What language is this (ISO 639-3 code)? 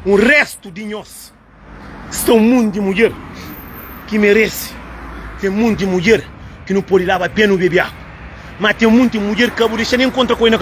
kea